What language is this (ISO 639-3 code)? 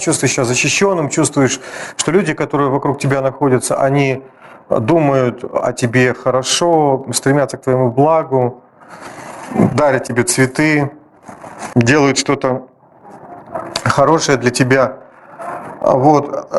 rus